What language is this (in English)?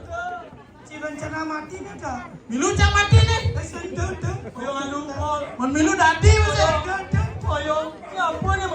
Balinese